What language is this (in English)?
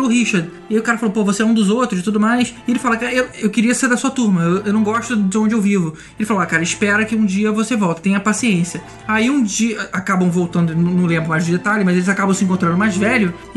Portuguese